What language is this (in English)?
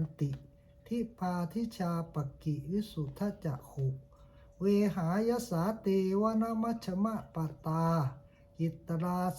Pali